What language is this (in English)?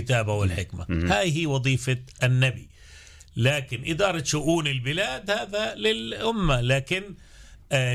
North Levantine Arabic